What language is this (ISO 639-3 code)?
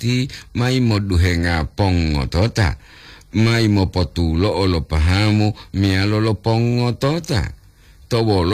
gor